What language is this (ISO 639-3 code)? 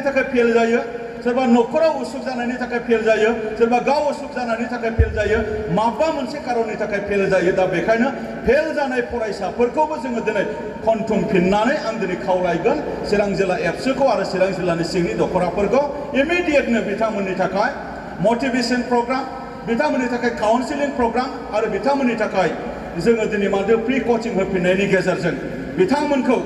brx